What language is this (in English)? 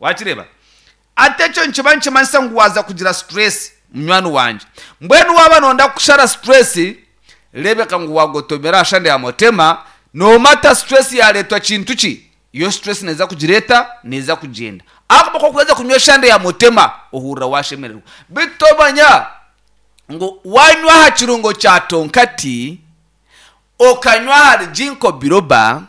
Nyankole